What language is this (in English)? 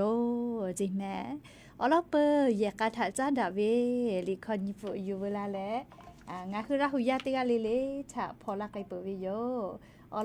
Lahu